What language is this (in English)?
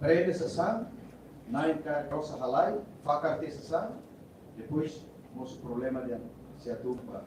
Tetum